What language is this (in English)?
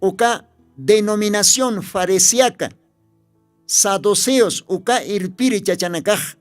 Aymara